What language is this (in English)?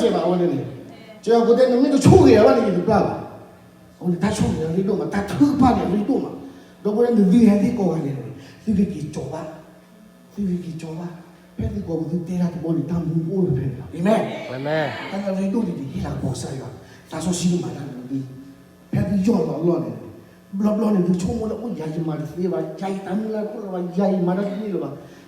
S'gaw Karen